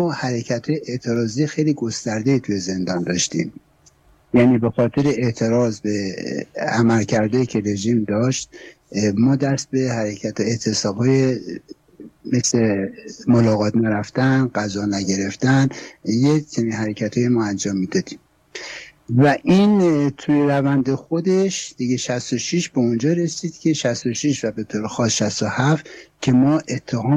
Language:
Persian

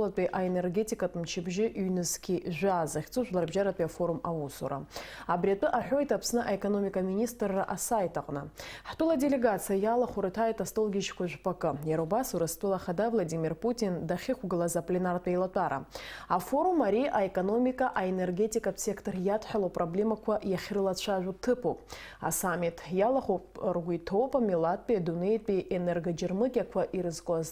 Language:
Abkhazian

